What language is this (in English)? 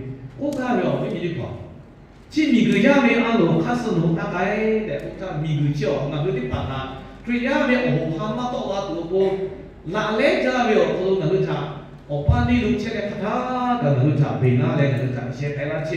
Lahu